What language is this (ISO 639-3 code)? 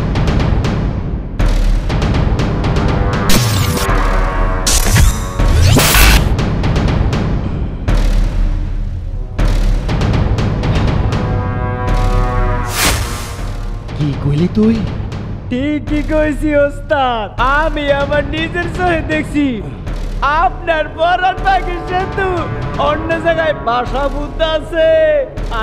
ben